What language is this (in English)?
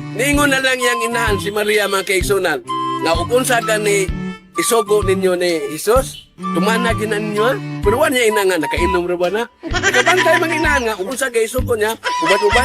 Cebuano